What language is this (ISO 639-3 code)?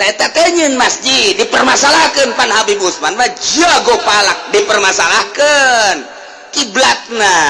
sun